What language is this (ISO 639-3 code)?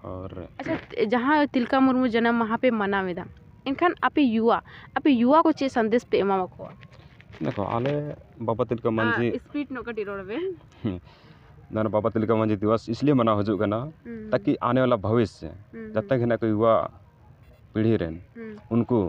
sat